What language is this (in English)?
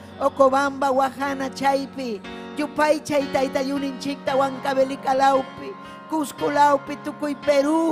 Ayacucho Quechua